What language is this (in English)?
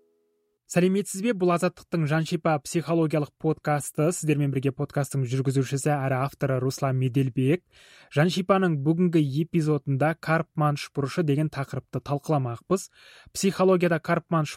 Kazakh